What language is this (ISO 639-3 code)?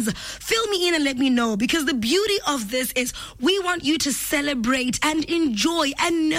eng